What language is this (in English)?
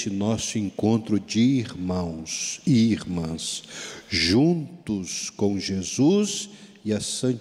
Portuguese